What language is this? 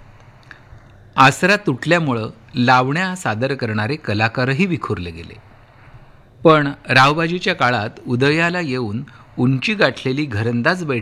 Marathi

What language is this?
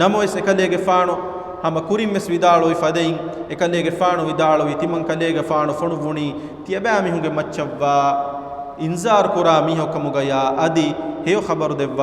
Divehi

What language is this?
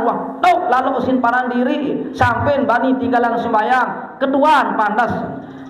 Sasak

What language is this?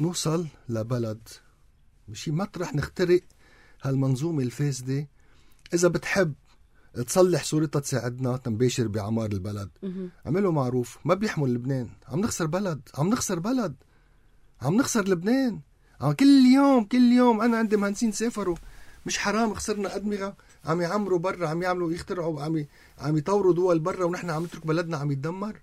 North Levantine Arabic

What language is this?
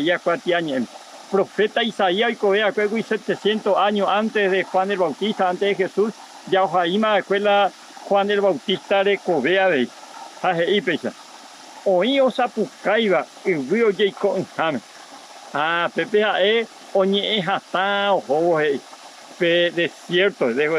Guarani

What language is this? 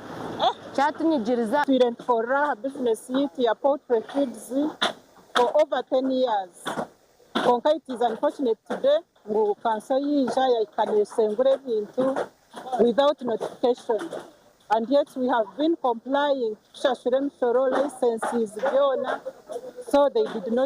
Nyankole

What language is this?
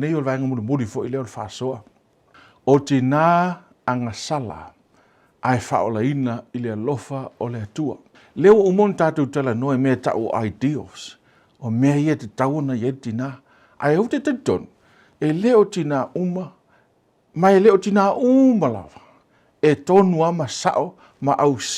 Samoan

